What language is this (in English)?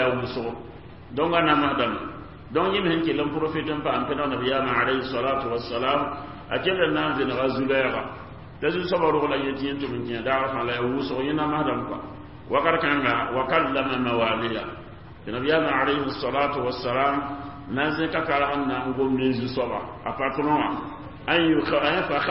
Mossi